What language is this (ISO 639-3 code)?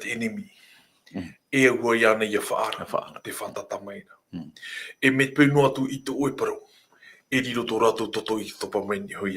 tah